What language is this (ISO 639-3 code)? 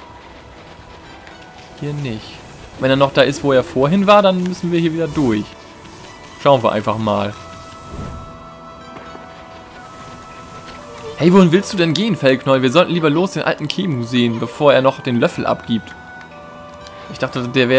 deu